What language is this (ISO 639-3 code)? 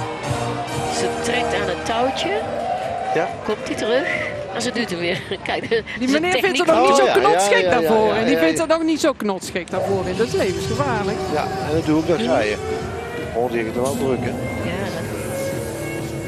nld